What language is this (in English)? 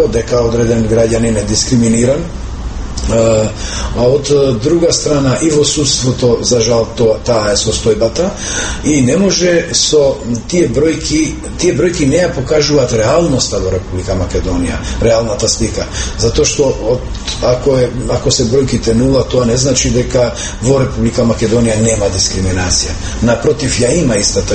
Macedonian